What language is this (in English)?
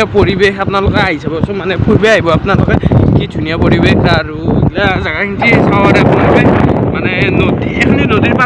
Assamese